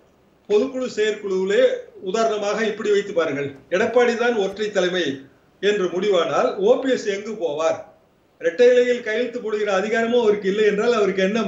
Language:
Tamil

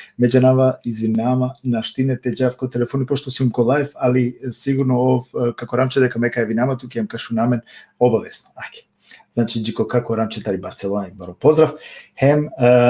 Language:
Balkan Romani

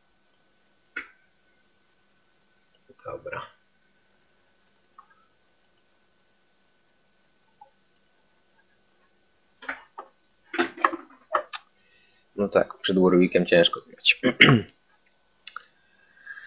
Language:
Polish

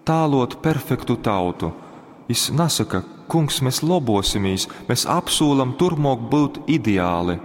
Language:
Latgalian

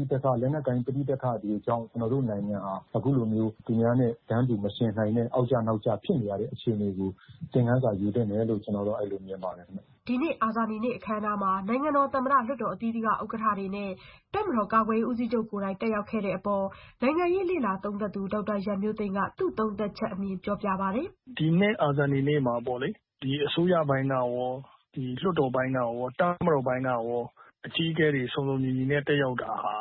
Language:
Burmese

